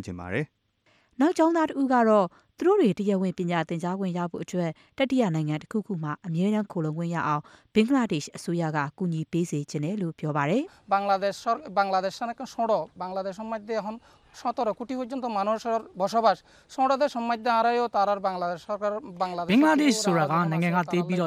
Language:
Burmese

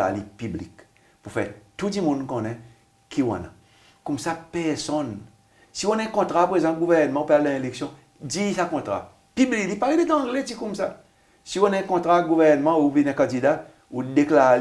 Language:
Seselwa Creole French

